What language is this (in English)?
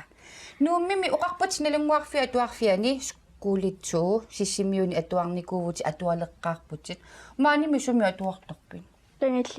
Kalaallisut